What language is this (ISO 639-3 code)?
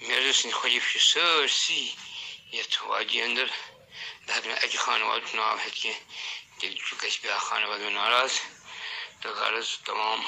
kas